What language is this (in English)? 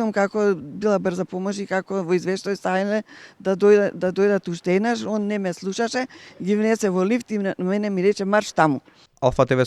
Macedonian